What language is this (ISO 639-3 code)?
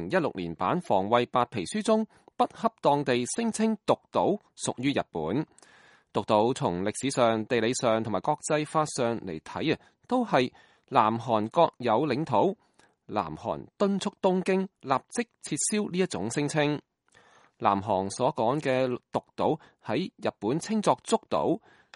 yue